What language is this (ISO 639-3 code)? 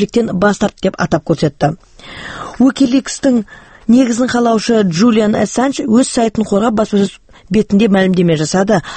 kaz